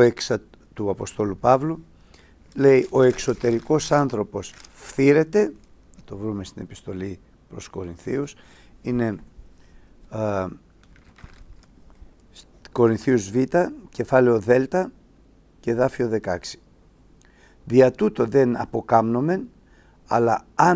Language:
Greek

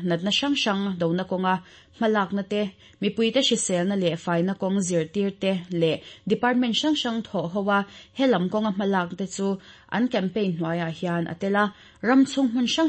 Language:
Mizo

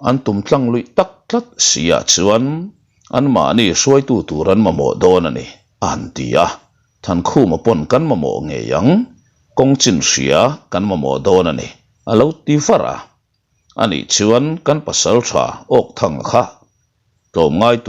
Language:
Mizo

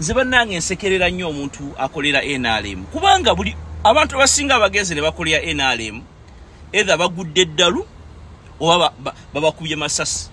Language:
Ganda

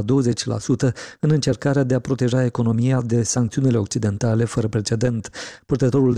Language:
Romanian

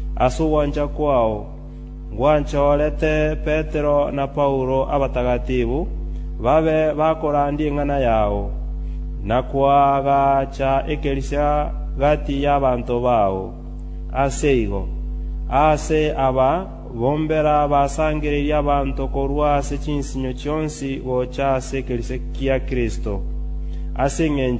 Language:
Gusii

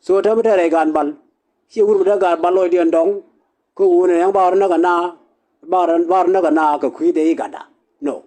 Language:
Nuer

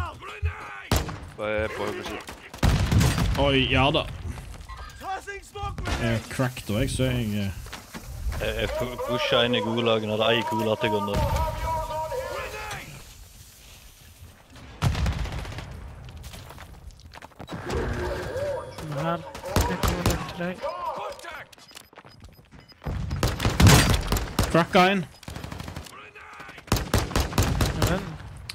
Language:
Norwegian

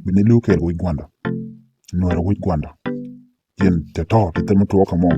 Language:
Nuer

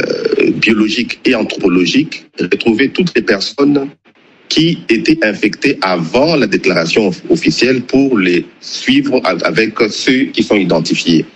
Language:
French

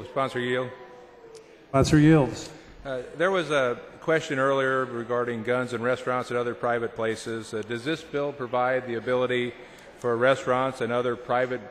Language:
English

